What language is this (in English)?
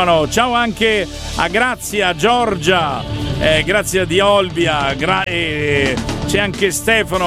Italian